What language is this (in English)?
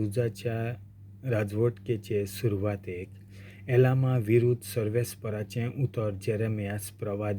Konkani